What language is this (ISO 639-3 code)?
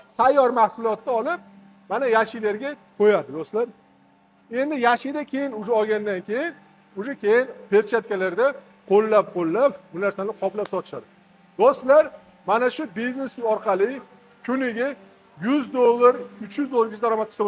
uzb